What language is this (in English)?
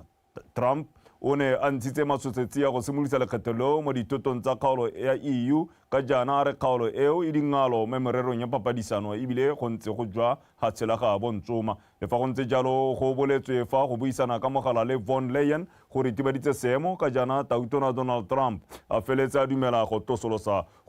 Tswana